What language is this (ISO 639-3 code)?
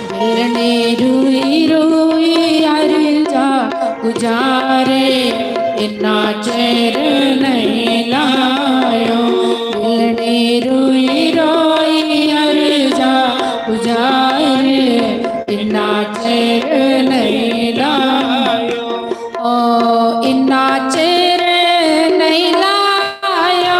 doi